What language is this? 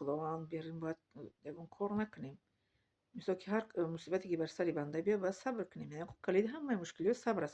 Tajik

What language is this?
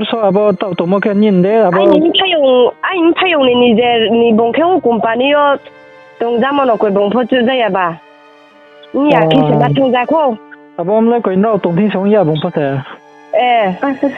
Riang (India)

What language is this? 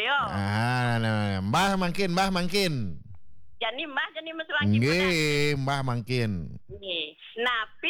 Balinese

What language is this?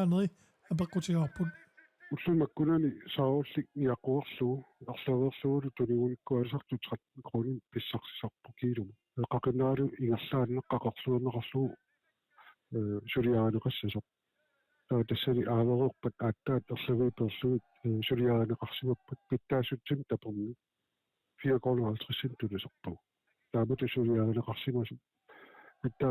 Kalaallisut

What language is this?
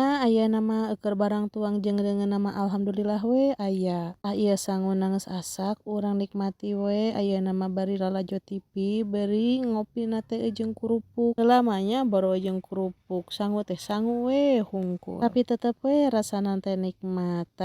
Sundanese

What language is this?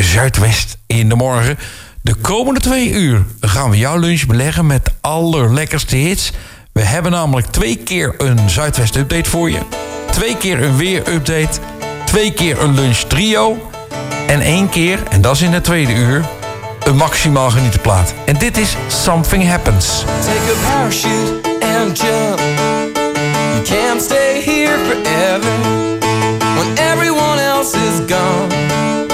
Dutch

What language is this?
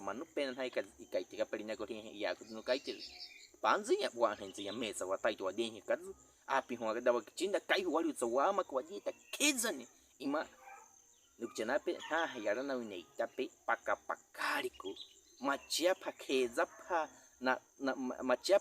Baniwa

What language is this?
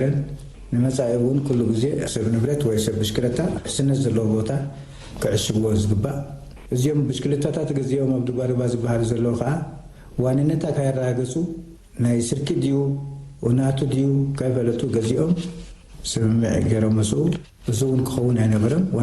Tigrinya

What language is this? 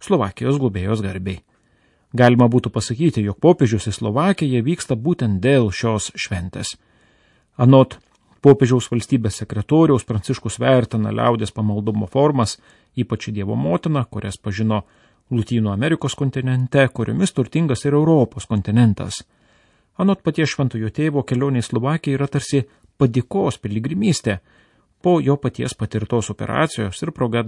Lithuanian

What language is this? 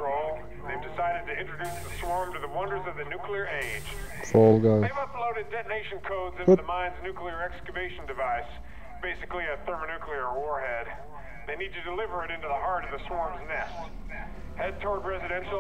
Swiss German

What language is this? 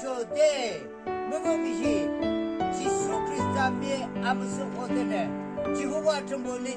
Yimchungru Naga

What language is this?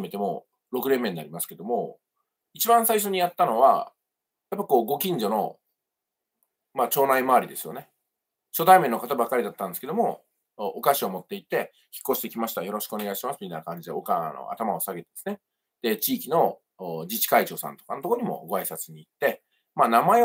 Japanese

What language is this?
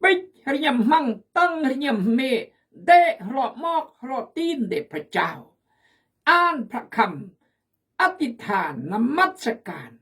Khmu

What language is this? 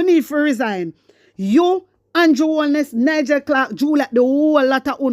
Jamaican Creole English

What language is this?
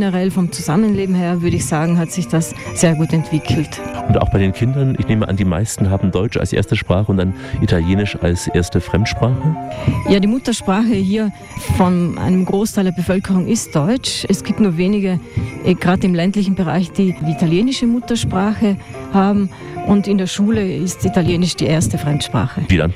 German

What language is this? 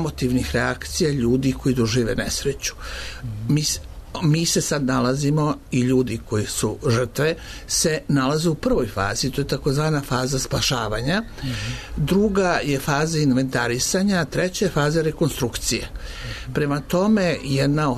Serbian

